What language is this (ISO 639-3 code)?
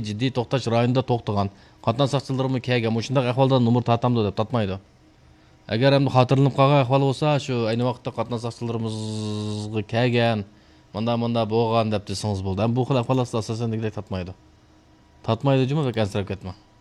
uig